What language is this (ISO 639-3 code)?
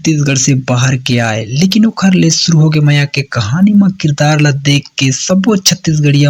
hne